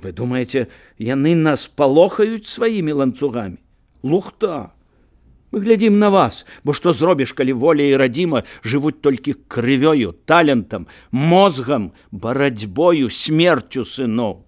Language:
Belarusian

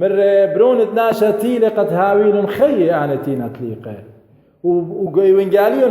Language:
Assyrian Neo-Aramaic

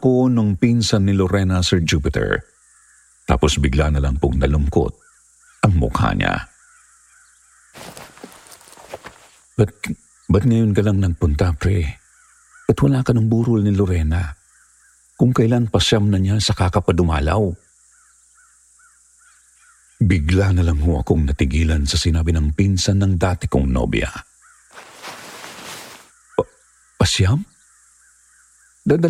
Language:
Filipino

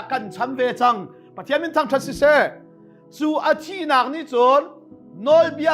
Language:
Hakha Chin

